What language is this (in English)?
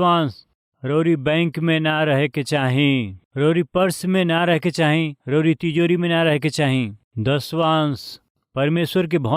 Bhojpuri